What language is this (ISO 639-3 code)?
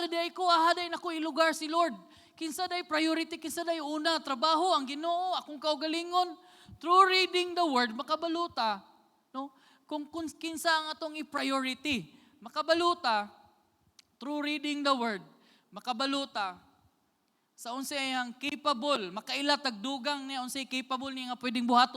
ceb